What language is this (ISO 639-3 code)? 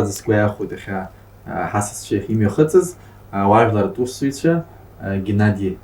abk